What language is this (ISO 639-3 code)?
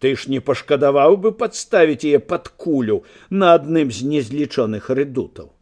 bel